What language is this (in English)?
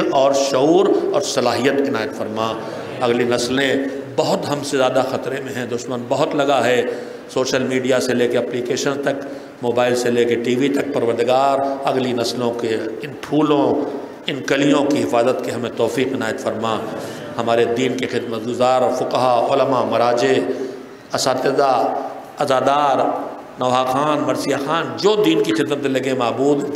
Urdu